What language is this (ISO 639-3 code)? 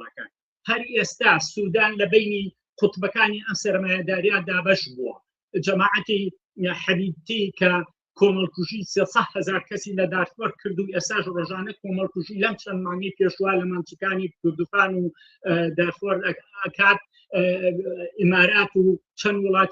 ckb